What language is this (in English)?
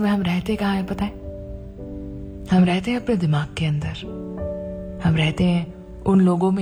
Hindi